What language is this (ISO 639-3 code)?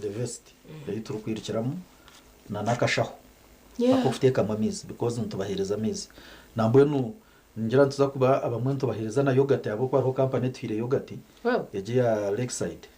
nyn